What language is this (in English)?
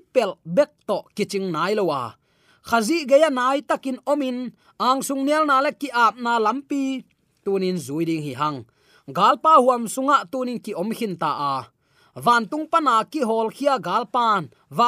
Tedim Chin